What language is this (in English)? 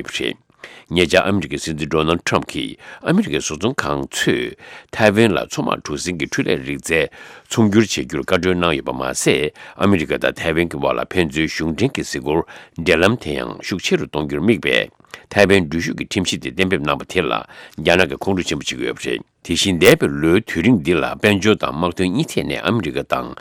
Tibetan